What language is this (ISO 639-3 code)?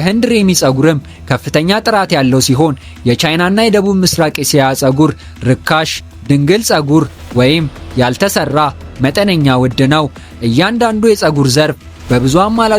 amh